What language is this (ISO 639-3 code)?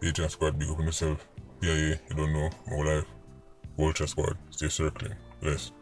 jam